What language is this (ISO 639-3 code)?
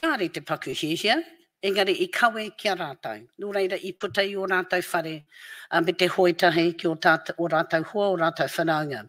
mri